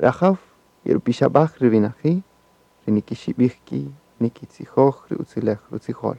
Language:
Kaqchikel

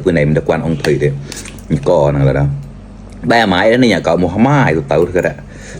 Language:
Mon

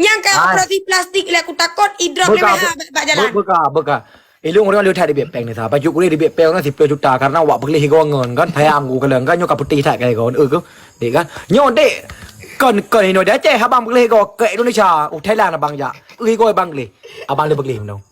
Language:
Achinese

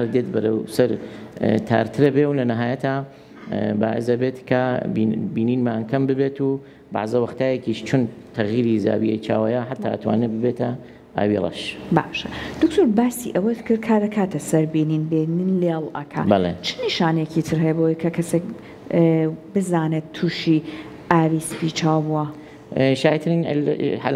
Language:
Central Kurdish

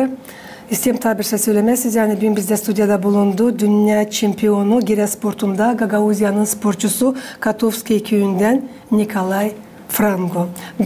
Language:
Gagauz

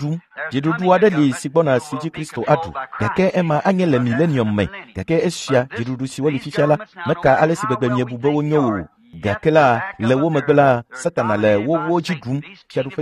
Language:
Ewe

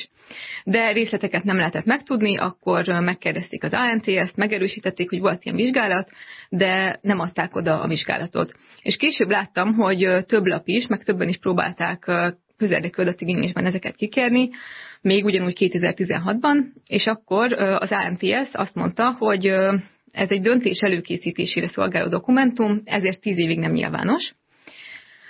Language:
Hungarian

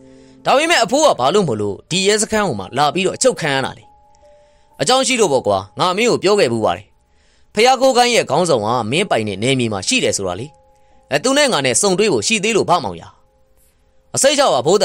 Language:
Burmese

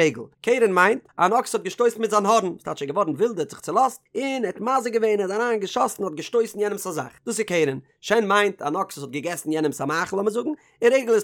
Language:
Yiddish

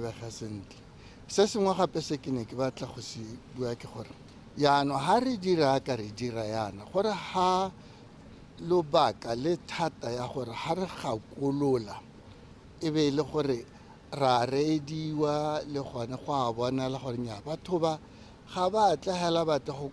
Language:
Tswana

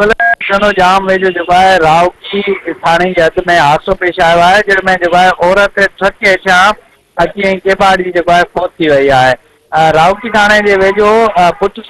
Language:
Sindhi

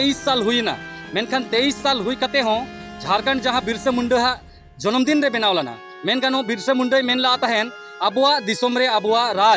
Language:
Santali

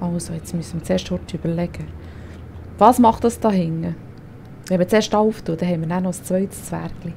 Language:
Swiss German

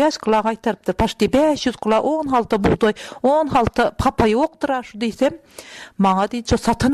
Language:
Turkmen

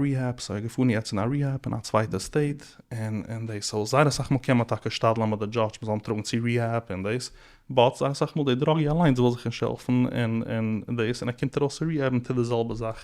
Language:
Yiddish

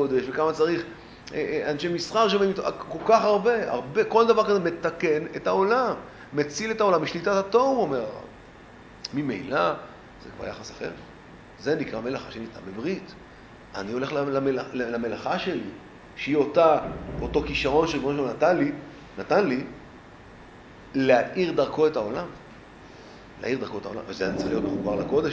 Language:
Hebrew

